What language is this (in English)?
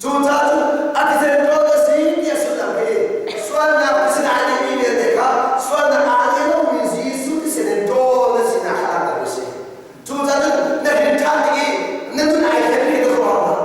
Hakha Chin